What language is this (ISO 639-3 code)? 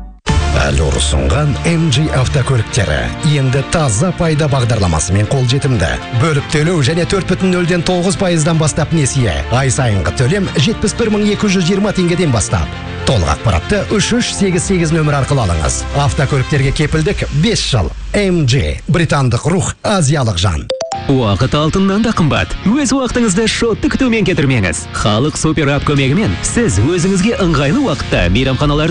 kaz